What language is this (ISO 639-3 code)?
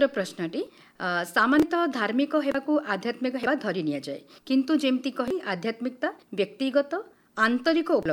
ori